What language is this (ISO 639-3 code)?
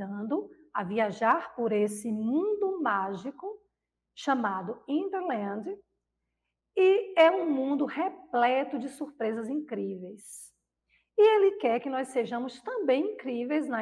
por